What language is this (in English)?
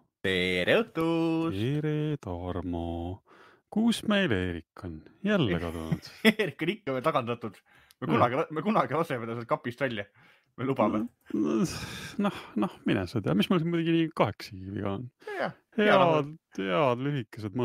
Estonian